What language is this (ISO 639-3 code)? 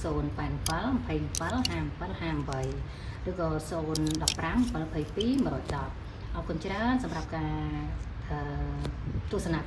khm